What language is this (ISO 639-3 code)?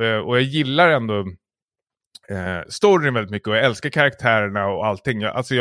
swe